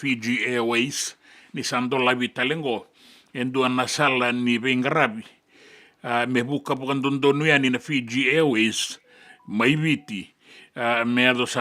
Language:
Fijian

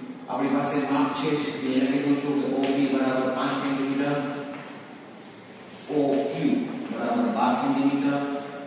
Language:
Gujarati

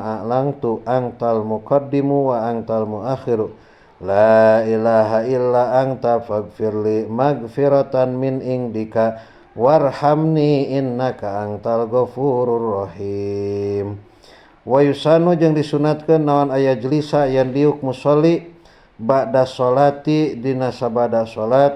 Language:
Sundanese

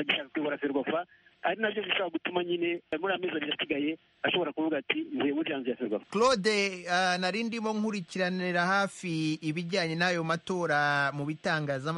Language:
Kinyarwanda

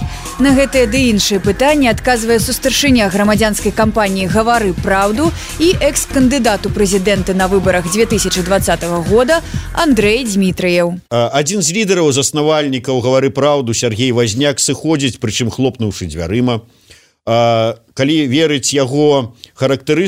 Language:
Belarusian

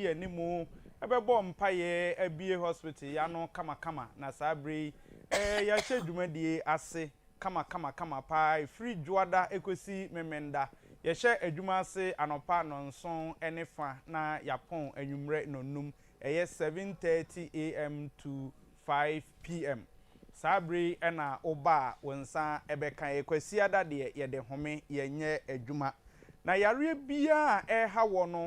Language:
Akan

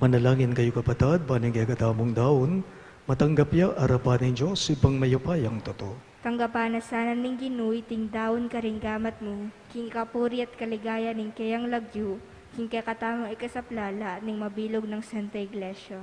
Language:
Pampanga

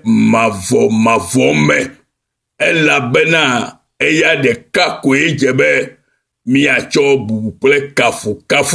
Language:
Ewe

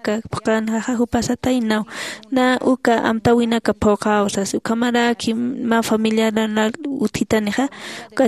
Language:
Aymara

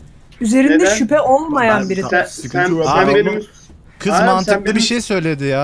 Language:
Turkish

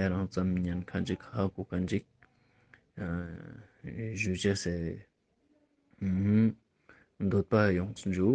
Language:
Ladakhi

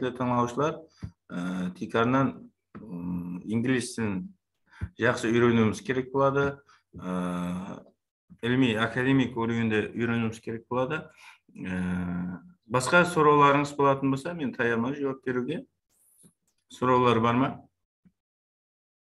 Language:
Kara-Kalpak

